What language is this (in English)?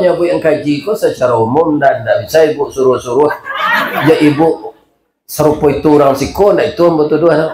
Minangkabau